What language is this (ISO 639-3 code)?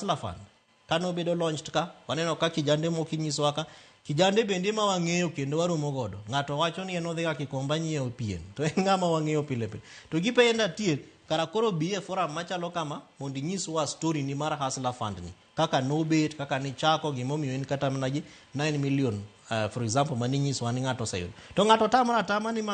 luo